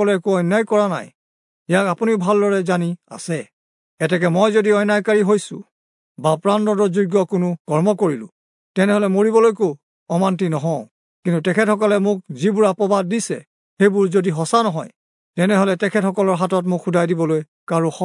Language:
Assamese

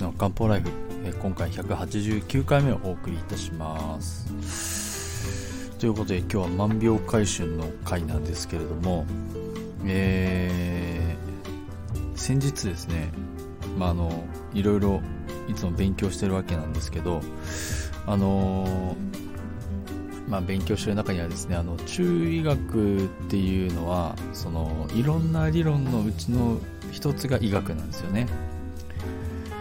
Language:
Japanese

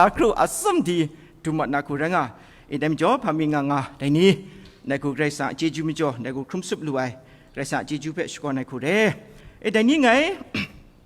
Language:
Kachin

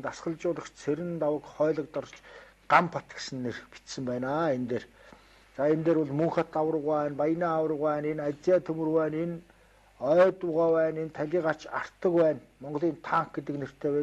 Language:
Mongolian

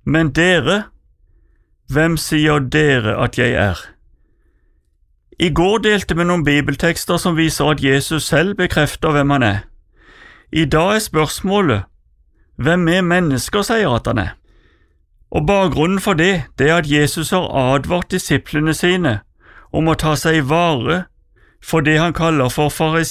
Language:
Norwegian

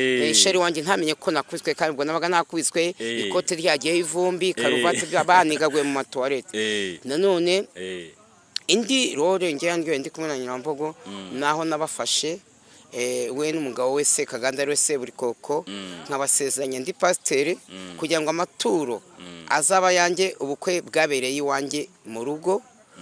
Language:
Kinyarwanda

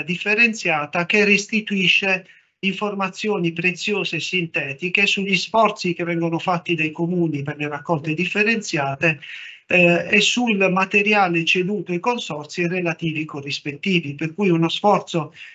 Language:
Italian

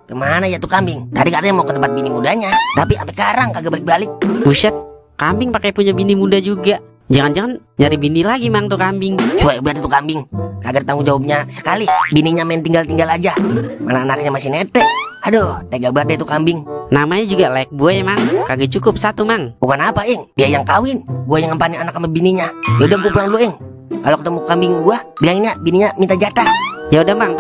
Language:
Betawi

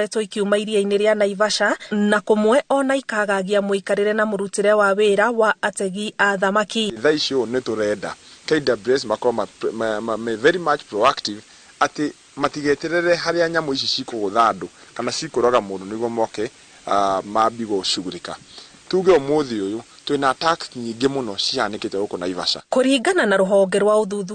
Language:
Kikuyu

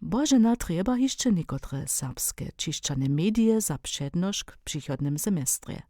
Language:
Upper Sorbian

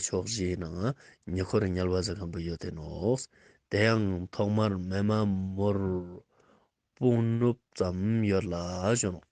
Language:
Ladakhi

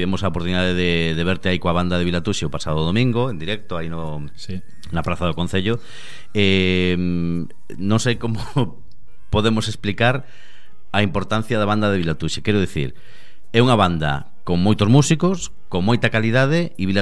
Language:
Galician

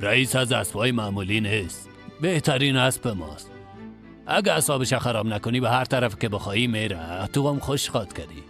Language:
Persian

